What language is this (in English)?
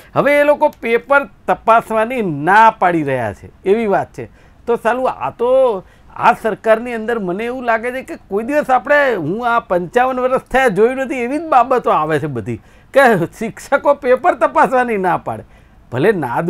Gujarati